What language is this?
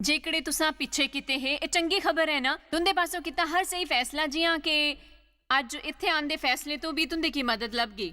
Dogri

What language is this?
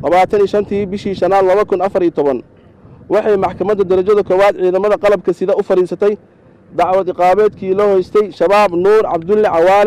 Somali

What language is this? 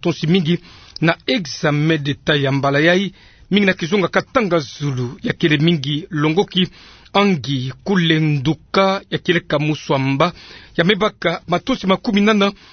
Kituba (Democratic Republic of Congo)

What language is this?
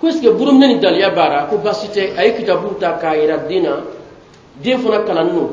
Bambara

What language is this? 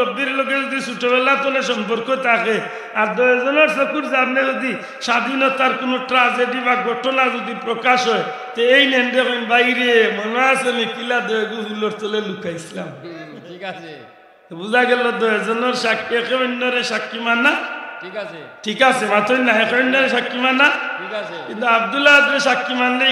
Sylheti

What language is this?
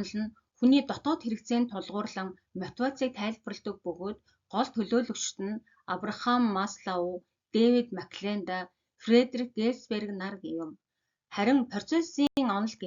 Mongolian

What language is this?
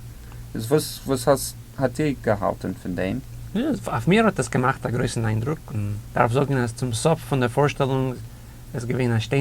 Yiddish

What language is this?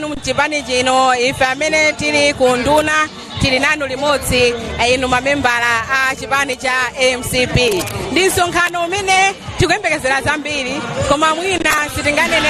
Nyanja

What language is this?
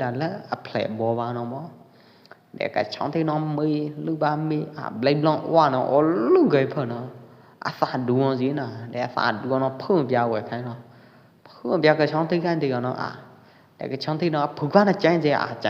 Pwo Eastern Karen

